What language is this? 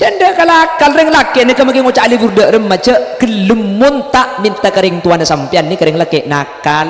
Madurese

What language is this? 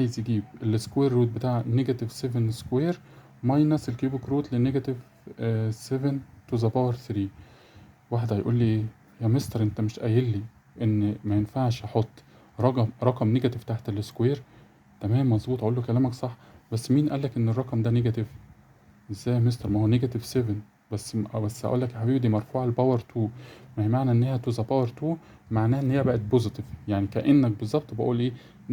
Egyptian Arabic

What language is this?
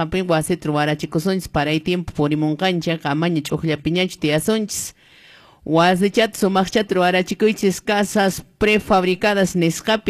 Quechua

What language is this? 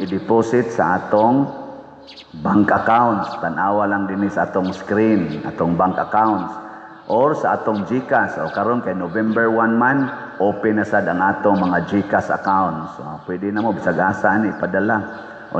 Cebuano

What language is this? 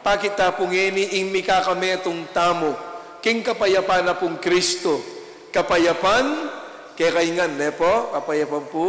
Pampanga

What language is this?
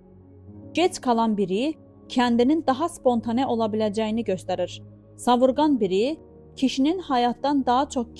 Azerbaijani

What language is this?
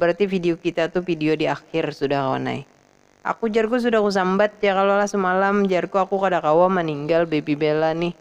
Banjar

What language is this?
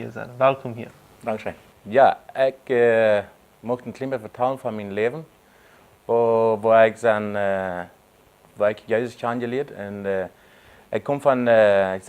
Plautdietsch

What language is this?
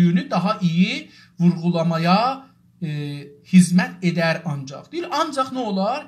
South Azerbaijani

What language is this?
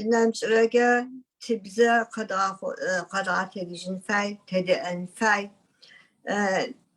Adyghe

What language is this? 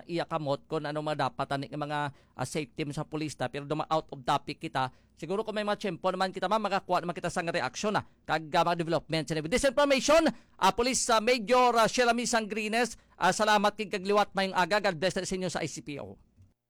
Hiligaynon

